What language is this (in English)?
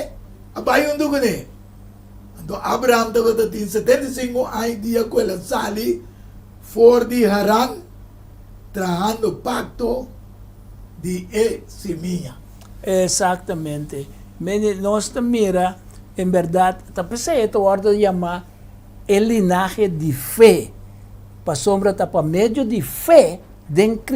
Papiamento